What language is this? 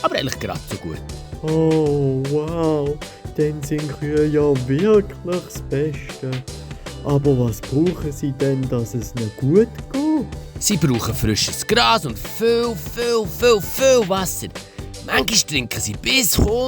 Swiss German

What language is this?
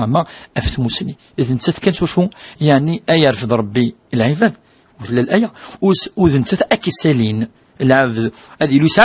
Kabyle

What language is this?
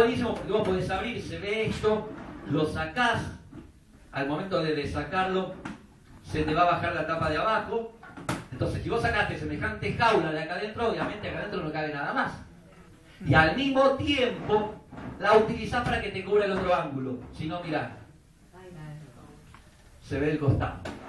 Spanish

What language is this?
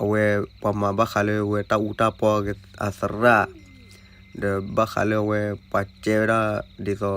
S'gaw Karen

